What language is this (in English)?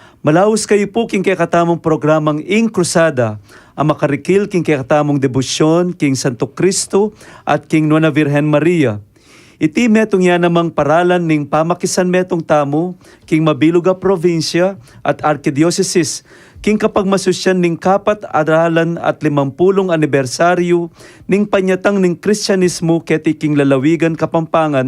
Pampanga